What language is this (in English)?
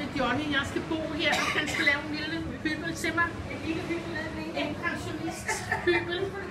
Danish